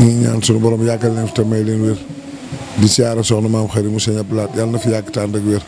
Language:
Wolof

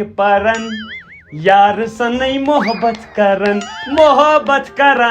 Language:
Kashmiri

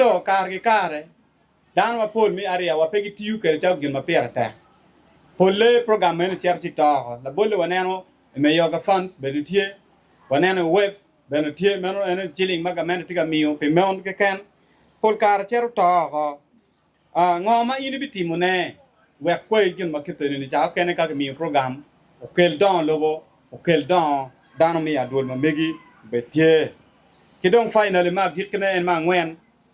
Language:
Acoli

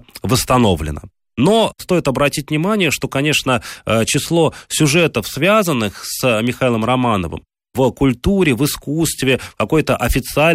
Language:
Russian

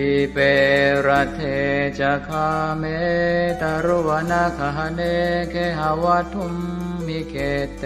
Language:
Pali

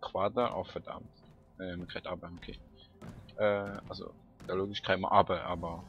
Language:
Swiss German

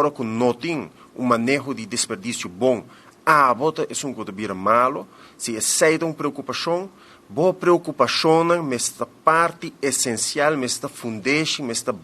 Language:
Papiamento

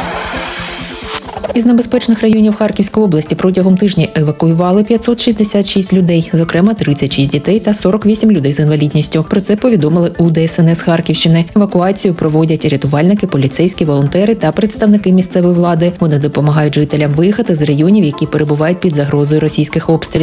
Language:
Ukrainian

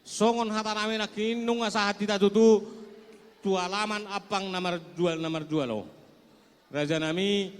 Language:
Batak Toba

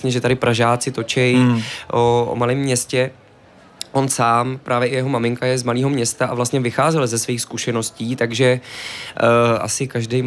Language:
Czech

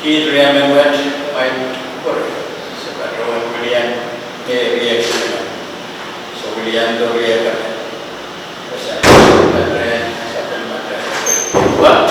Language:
Pohnpeian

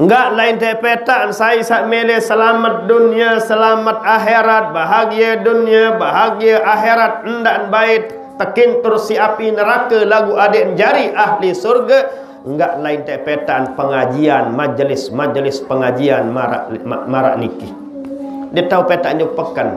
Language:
Sasak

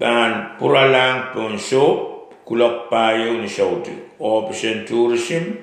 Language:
Pohnpeian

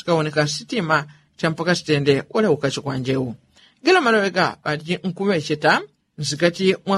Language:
Yao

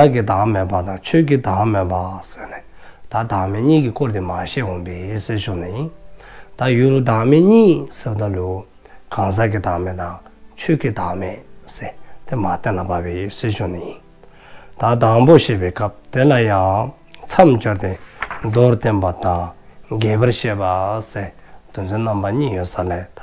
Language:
Dzongkha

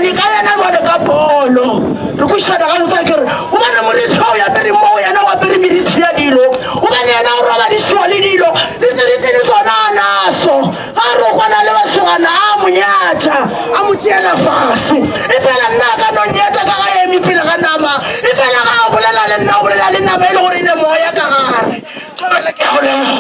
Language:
Northern Sotho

